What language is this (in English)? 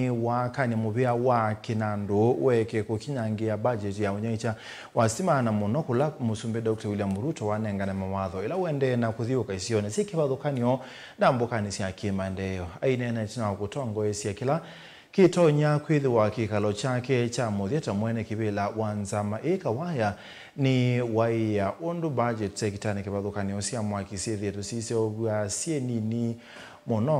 Kamba